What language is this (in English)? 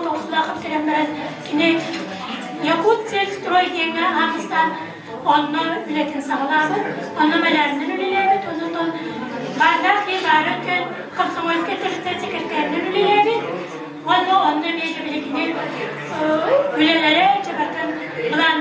Yakut